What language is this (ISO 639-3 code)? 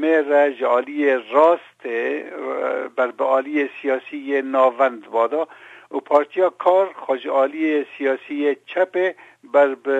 kur